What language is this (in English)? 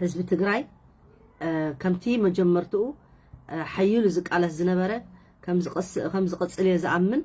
Tigrinya